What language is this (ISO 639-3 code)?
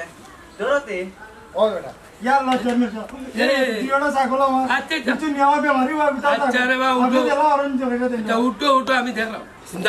syl